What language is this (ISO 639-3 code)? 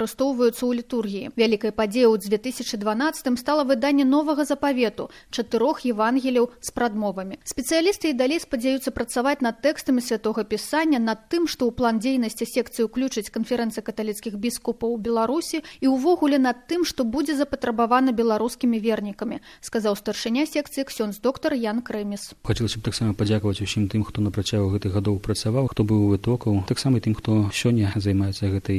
bel